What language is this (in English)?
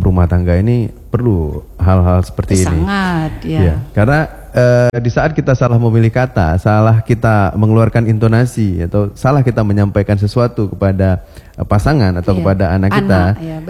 Indonesian